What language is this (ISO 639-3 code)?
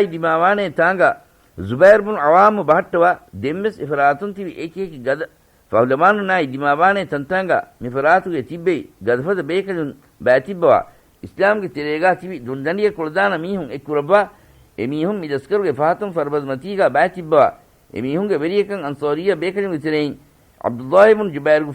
div